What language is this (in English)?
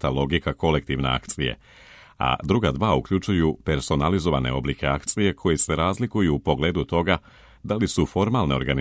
Serbian